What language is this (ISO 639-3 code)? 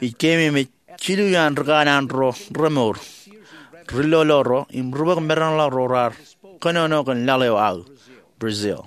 mah